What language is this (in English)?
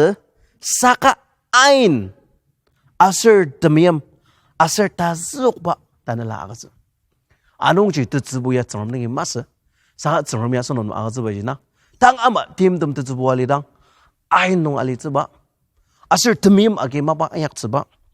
Ao Naga